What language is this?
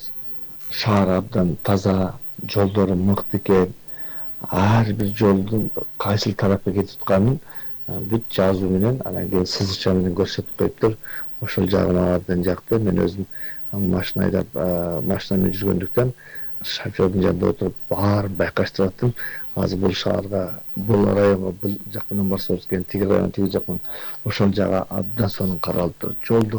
Kyrgyz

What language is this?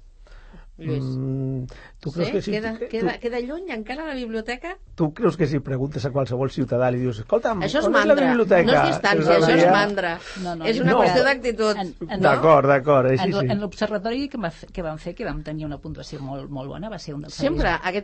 Catalan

